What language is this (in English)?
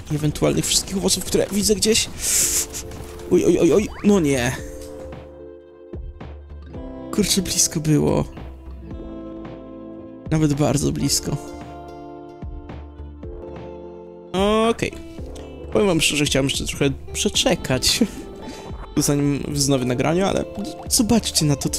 Polish